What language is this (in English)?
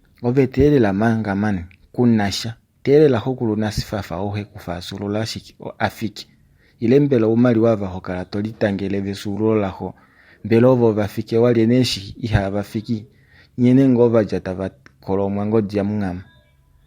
Kuanyama